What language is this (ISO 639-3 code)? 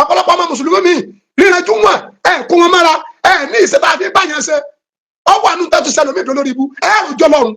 yor